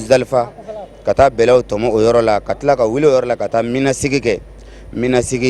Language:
Bambara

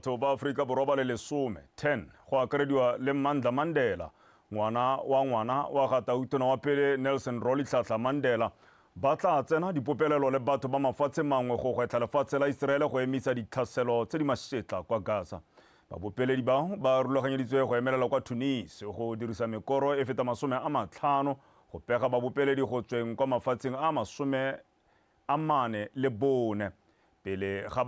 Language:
Tswana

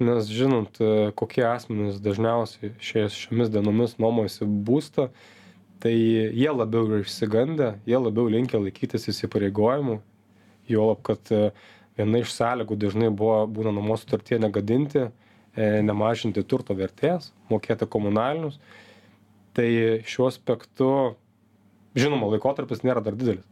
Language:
Lithuanian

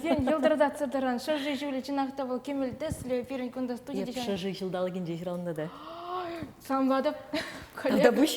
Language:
Chuvash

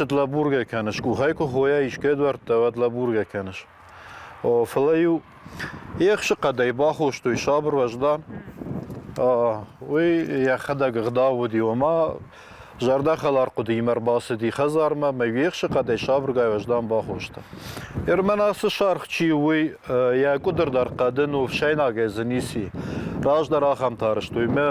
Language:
Ossetic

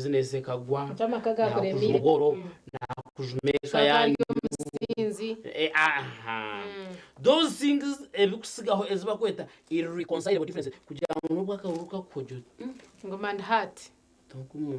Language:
Nyankole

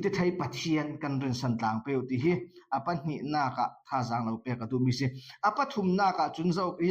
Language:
Falam Chin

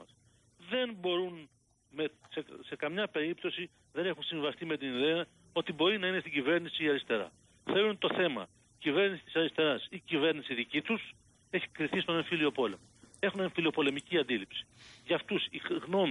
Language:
Greek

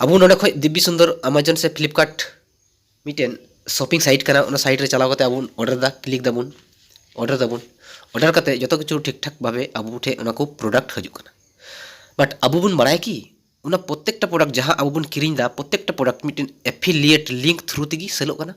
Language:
Santali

